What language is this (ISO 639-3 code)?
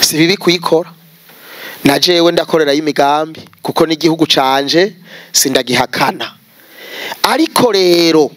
run